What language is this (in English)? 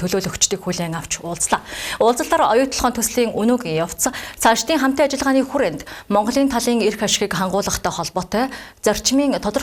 Mongolian